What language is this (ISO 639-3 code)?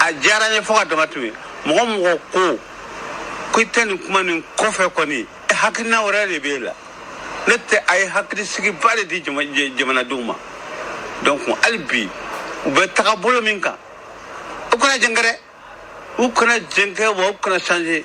bam